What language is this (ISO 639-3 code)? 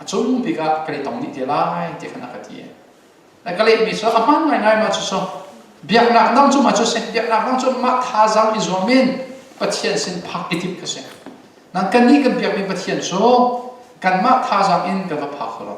cnh